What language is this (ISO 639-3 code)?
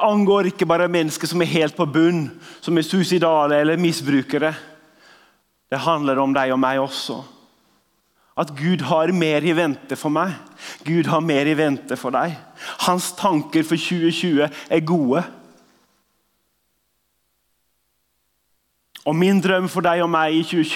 nor